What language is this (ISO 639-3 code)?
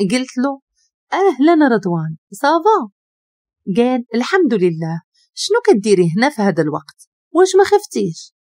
ary